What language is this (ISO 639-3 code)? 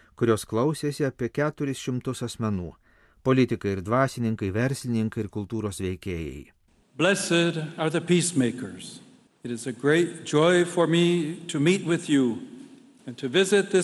lit